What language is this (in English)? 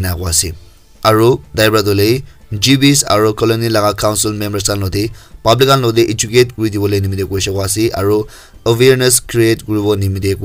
Naga Pidgin